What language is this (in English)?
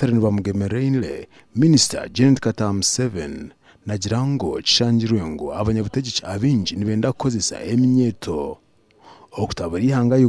Nyankole